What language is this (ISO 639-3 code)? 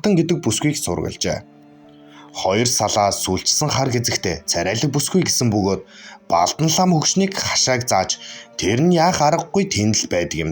mon